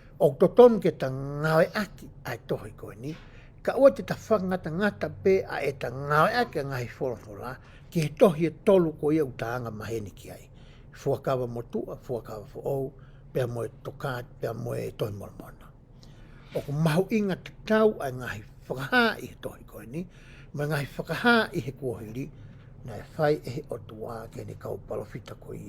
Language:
Tongan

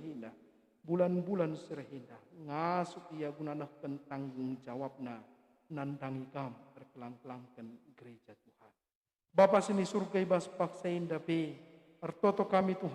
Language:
Batak Karo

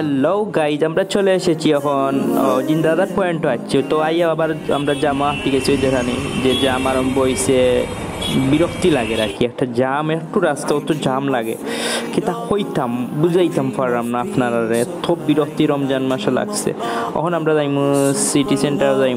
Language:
Sylheti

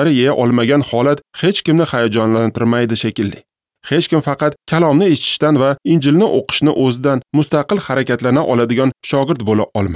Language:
Uzbek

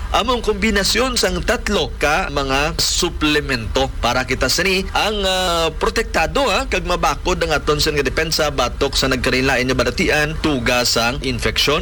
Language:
Hiligaynon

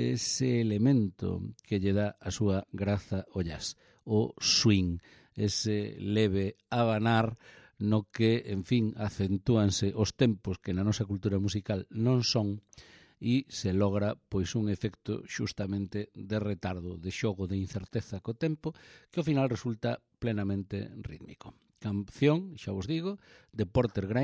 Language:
Galician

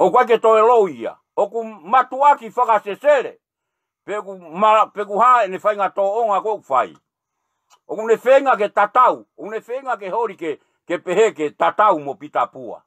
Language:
Tongan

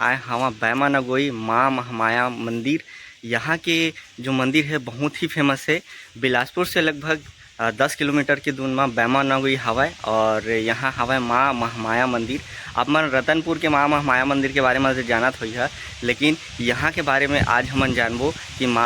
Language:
Chhattisgarhi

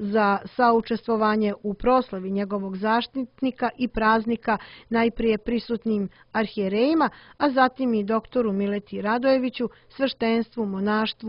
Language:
Serbian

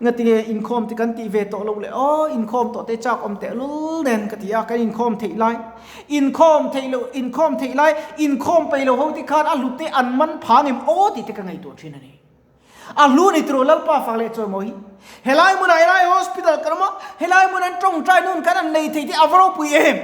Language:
Mizo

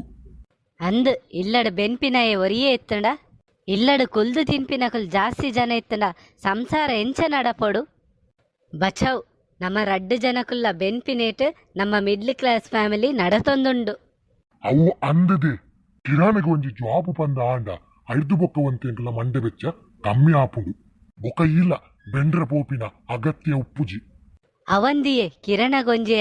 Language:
Tulu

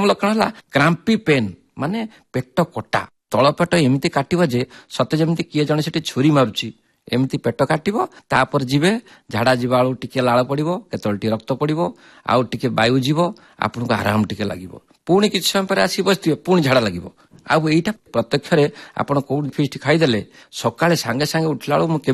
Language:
Odia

